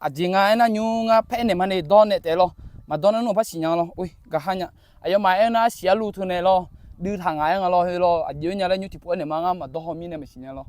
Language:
Akha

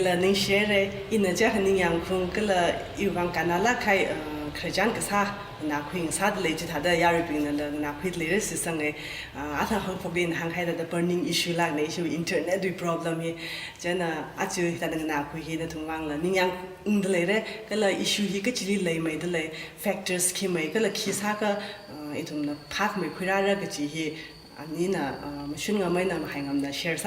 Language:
Tangkhul Naga (India)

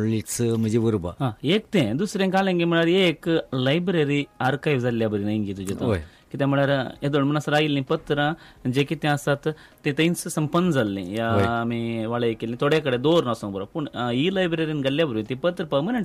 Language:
Konkani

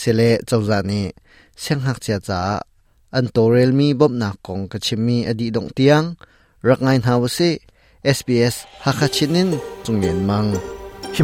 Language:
Hakha Chin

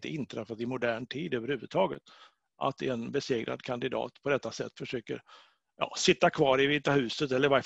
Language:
Swedish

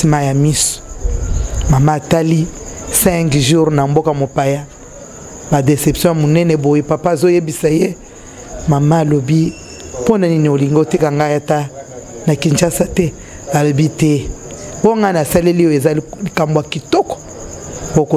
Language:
Lingala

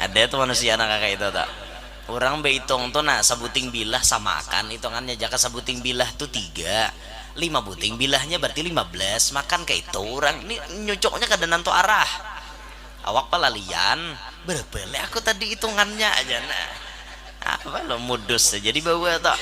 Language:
Banjar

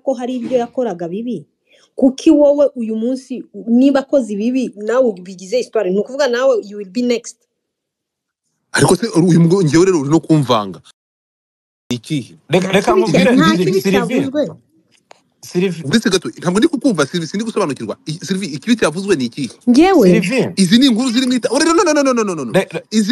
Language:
Kinyarwanda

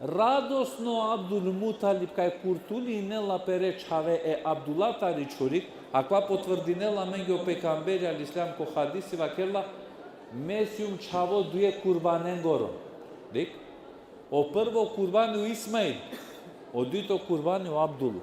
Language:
Balkan Romani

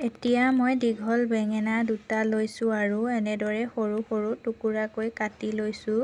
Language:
Assamese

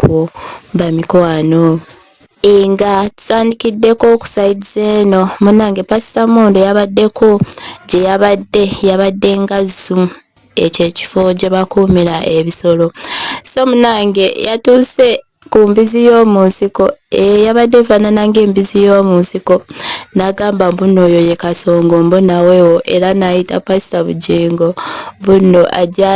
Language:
Ganda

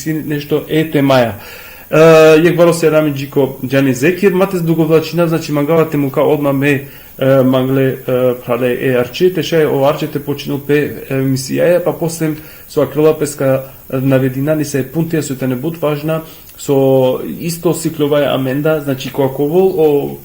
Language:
Balkan Romani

